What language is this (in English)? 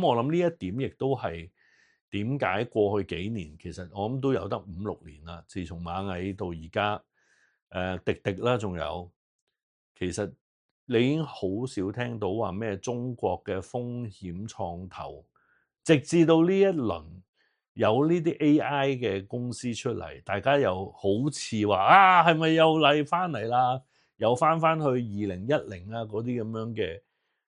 Cantonese